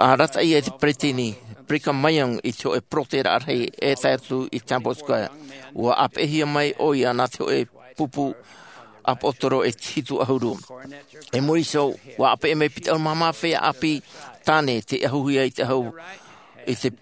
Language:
Tahitian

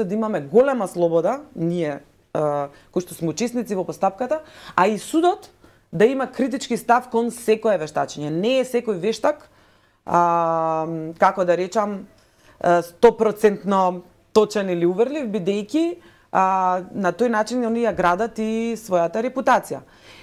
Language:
Macedonian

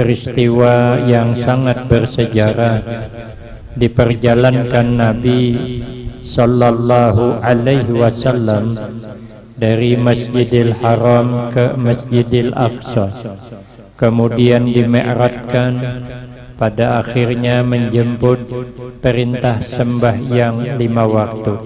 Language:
Banjar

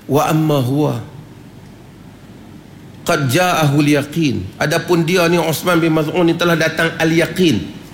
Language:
Malay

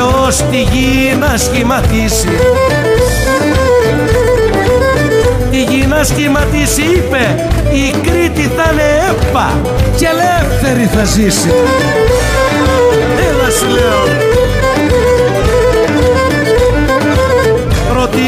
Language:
Greek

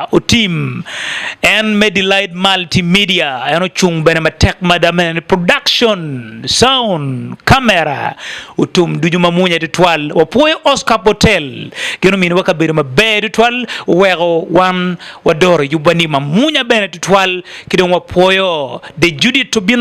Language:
Acoli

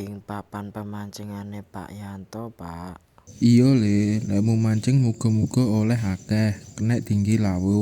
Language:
Javanese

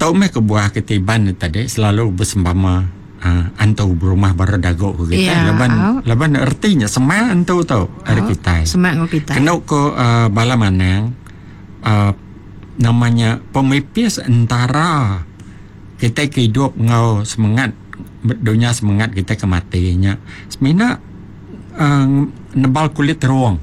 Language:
Iban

